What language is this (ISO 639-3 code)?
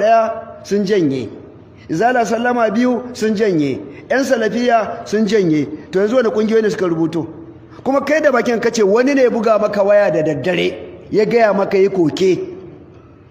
hau